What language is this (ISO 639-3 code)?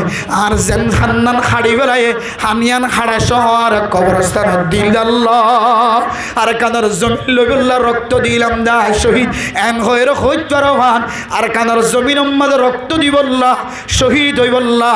rhg